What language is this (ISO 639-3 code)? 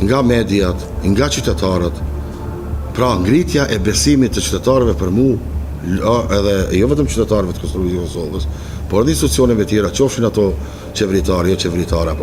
sqi